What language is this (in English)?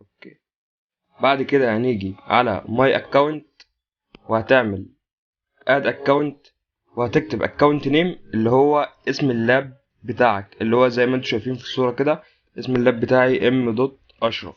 Egyptian Arabic